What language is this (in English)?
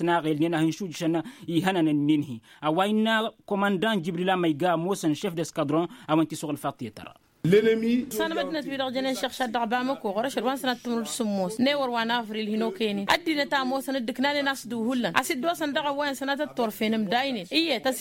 Tamasheq